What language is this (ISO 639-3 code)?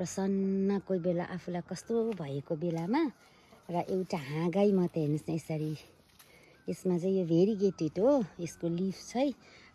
nep